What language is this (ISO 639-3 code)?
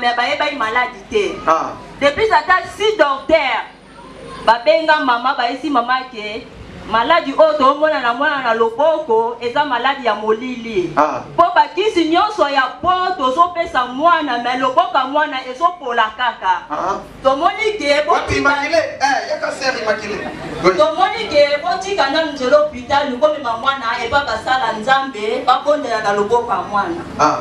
lin